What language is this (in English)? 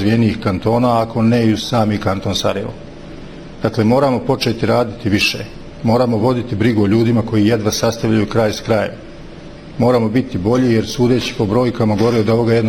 Bosnian